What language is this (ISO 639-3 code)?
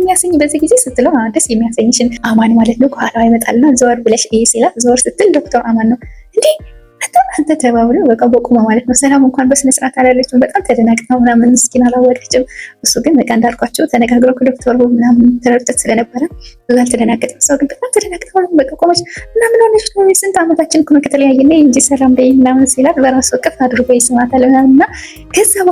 amh